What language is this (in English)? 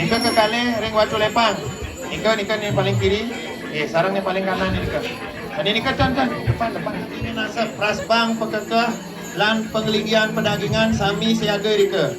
Balinese